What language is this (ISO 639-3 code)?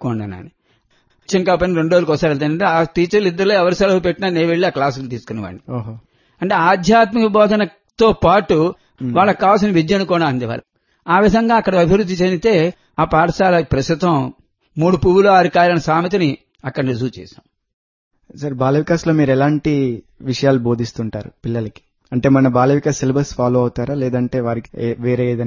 tel